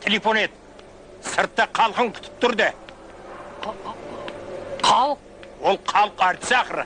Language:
Kara-Kalpak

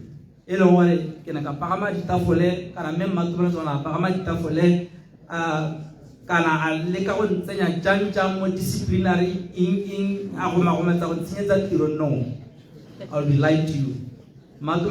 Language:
Tswana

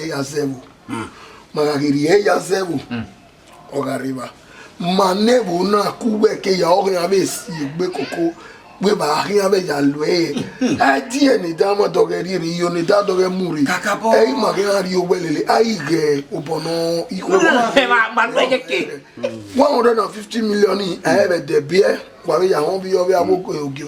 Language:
Bini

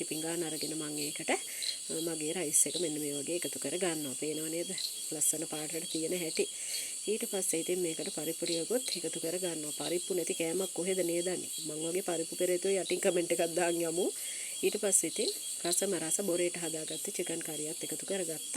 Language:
Sinhala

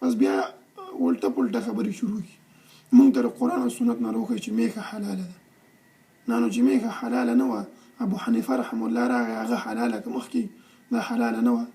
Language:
Pashto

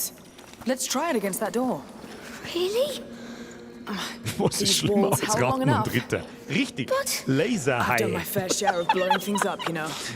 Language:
Bavarian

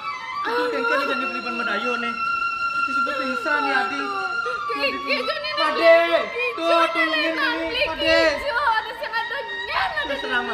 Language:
Balinese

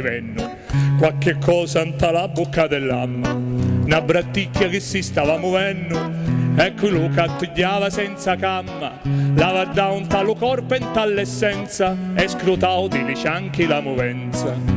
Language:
Sicilian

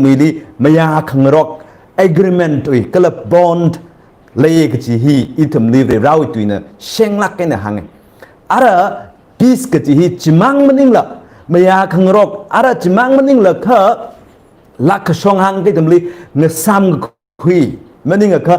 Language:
Tangkhul Naga (India)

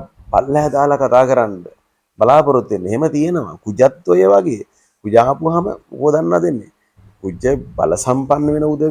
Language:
Sinhala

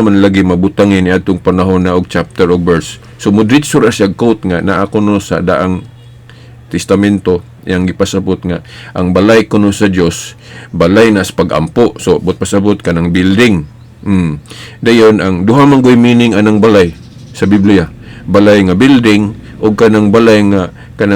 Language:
Cebuano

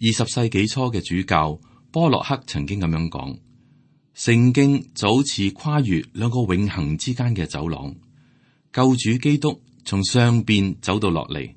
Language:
Cantonese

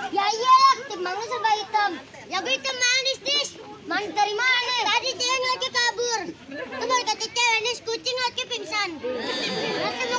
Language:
Betawi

